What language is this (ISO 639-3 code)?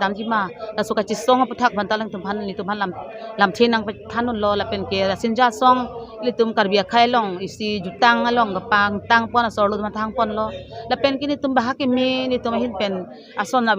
mjw